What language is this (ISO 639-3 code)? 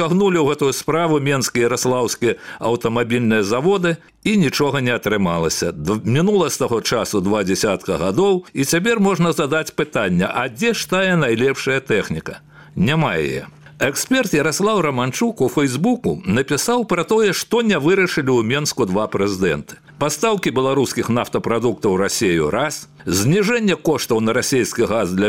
bel